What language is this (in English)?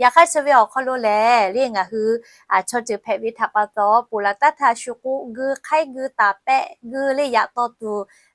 Lahu